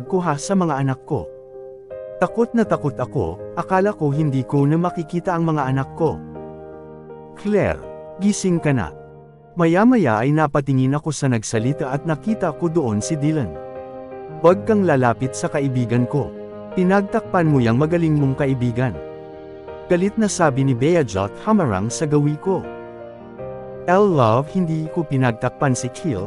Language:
Filipino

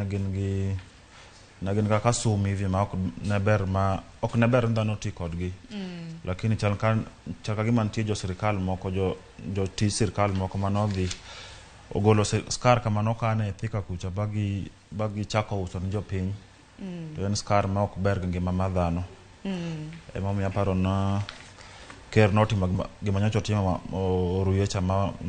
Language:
Luo (Kenya and Tanzania)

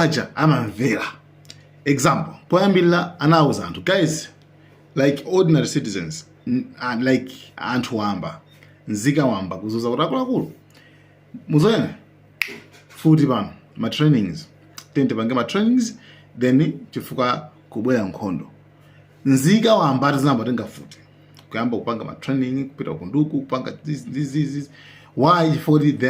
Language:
Nyanja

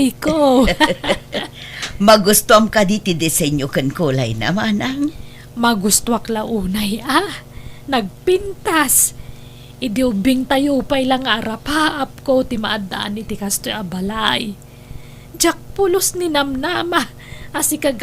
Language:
Iloko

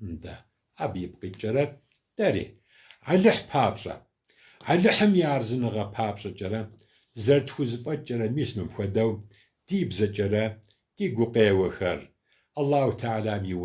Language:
Kabardian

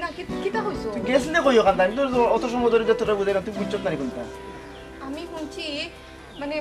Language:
Sylheti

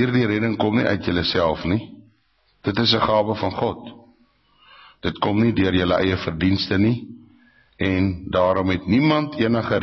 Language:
Afrikaans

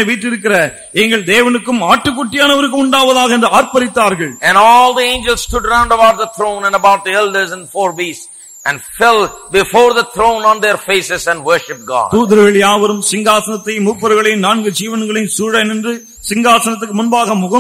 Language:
Tamil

